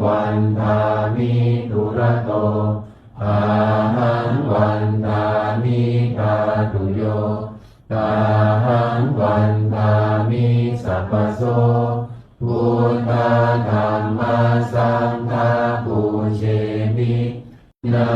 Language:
Pali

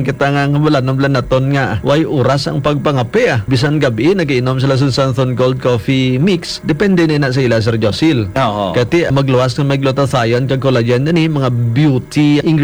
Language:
Hiligaynon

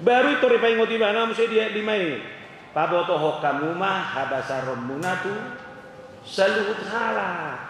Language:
Batak Toba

